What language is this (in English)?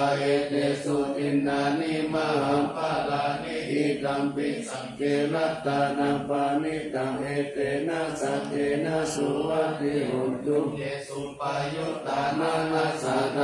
Pali